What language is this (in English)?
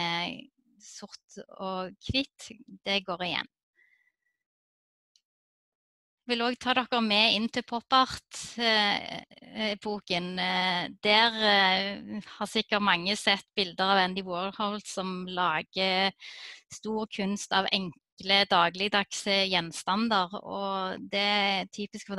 Norwegian